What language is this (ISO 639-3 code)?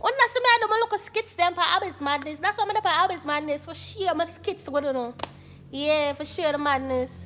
jam